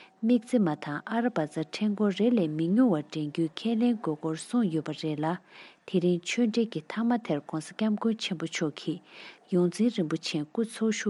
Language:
Tibetan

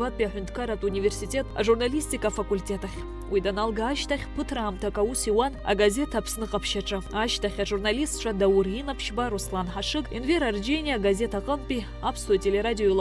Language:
Abkhazian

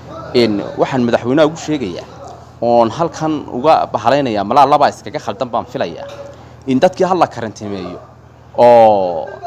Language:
Somali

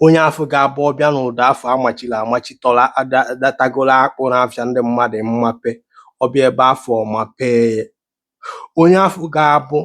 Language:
Igbo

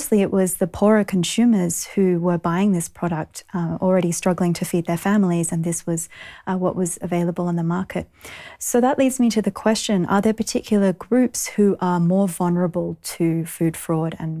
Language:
English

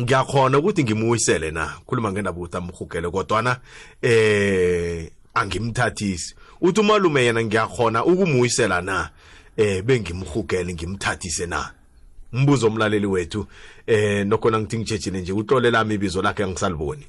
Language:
South Ndebele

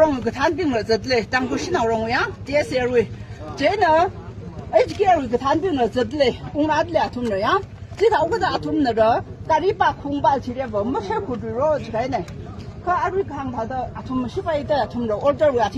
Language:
Tangkhul Naga (India)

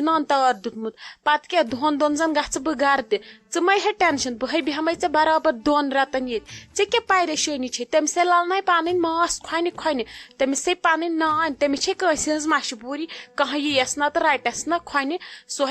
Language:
Kashmiri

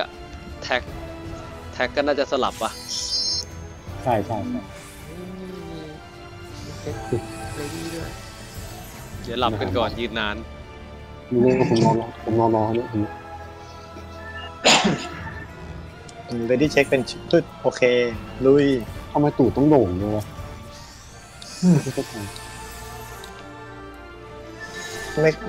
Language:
Thai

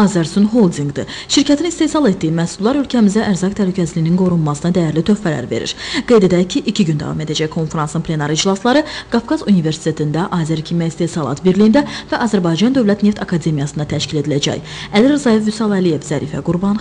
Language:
Azerbaijani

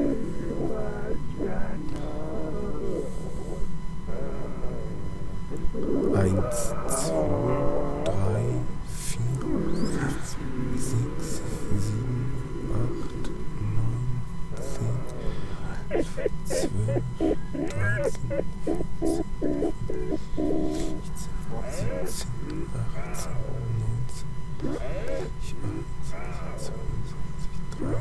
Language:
German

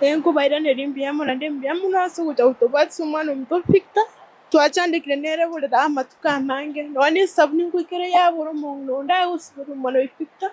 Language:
Gusii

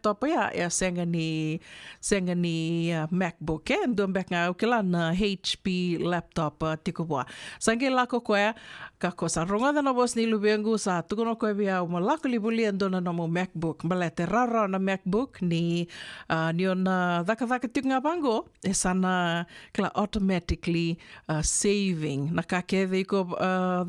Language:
Fijian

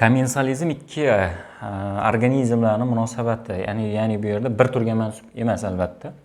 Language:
Uzbek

